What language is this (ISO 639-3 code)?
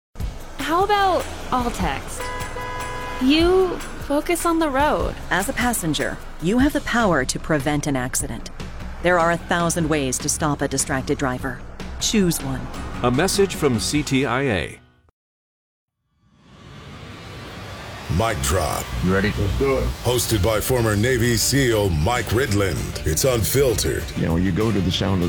eng